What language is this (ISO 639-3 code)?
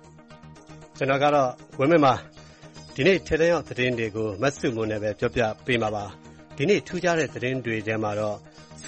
mya